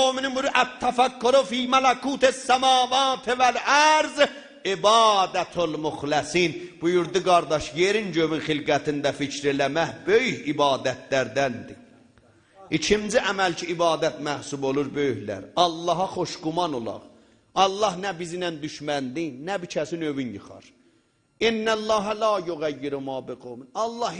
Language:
South Azerbaijani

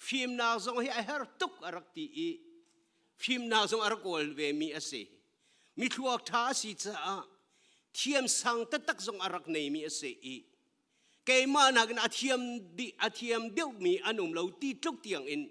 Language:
Hakha Chin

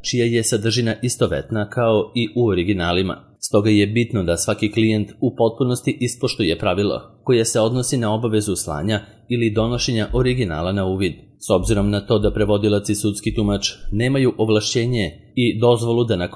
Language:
Serbian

